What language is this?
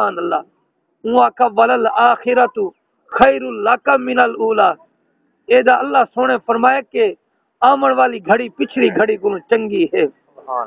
Saraiki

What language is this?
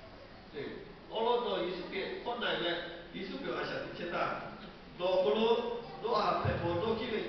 Lahu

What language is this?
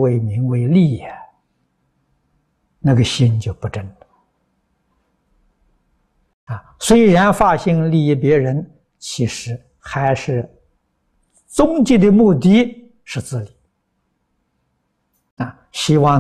Chinese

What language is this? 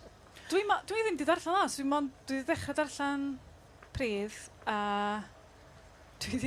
Welsh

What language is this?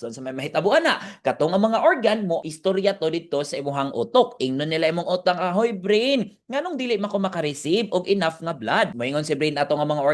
Cebuano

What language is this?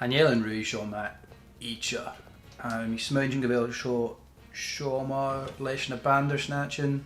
Scottish Gaelic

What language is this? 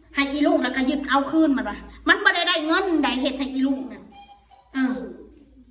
Northeastern Thai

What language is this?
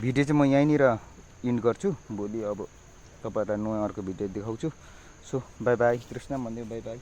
Nepali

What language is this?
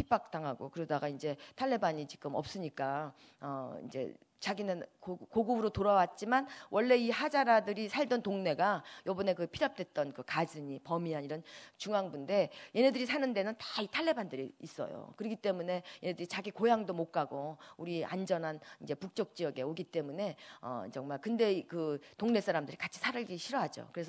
Korean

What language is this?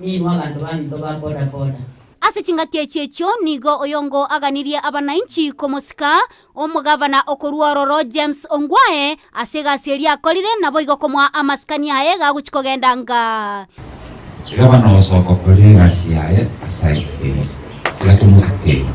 Gusii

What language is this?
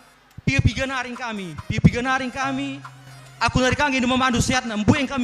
Batak Karo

